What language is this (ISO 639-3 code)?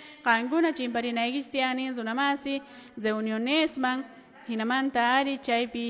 que